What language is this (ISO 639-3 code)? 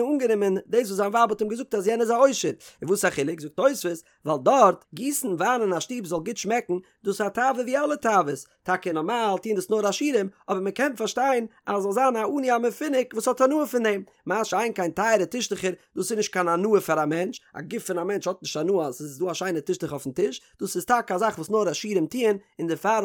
yid